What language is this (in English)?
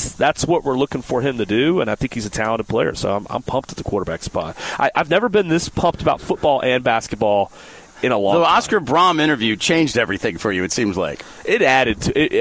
English